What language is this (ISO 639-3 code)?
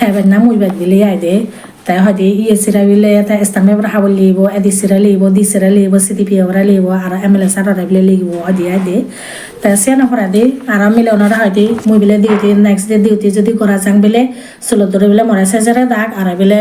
ccp